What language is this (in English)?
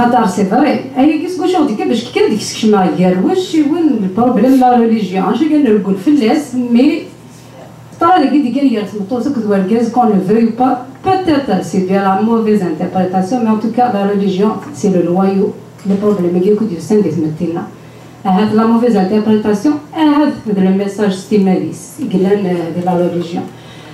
Kabyle